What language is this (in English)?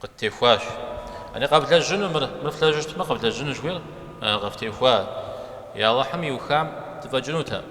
Kabardian